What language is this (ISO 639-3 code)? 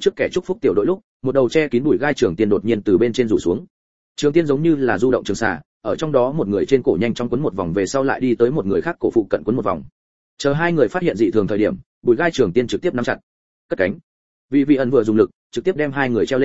vie